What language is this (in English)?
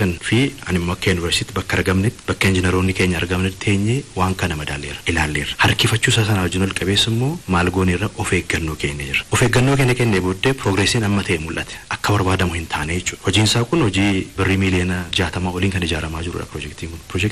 Oromo